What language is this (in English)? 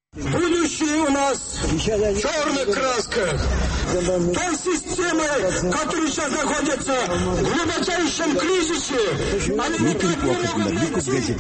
Tatar